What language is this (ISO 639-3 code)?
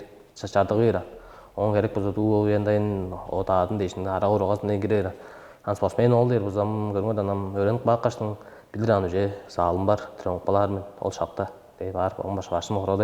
tyv